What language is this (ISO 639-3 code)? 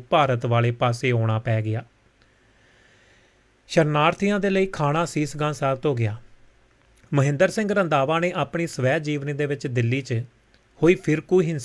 pan